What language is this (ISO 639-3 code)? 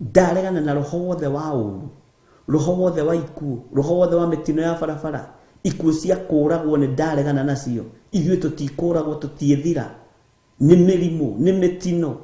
kik